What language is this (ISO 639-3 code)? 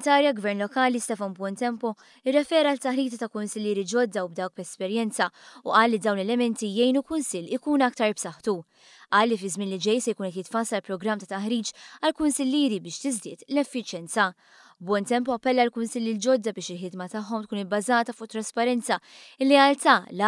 mlt